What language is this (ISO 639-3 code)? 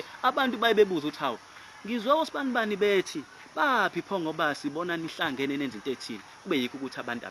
zul